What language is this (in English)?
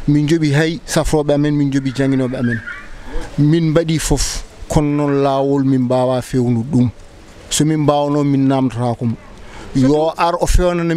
Fula